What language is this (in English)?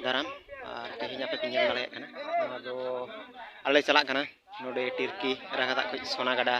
Santali